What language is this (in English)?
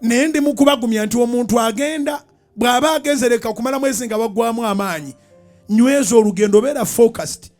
Ganda